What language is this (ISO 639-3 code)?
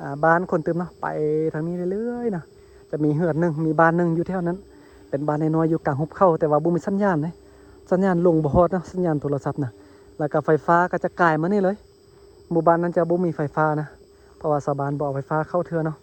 lao